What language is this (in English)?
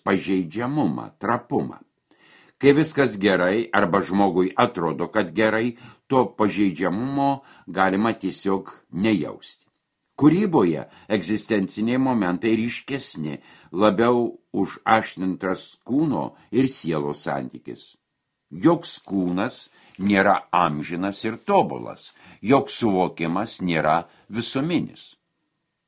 Lithuanian